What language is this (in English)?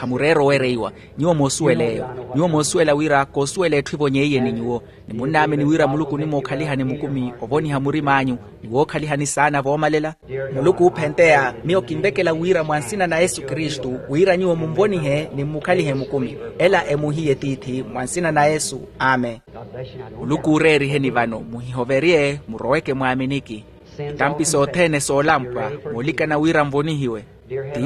Makhuwa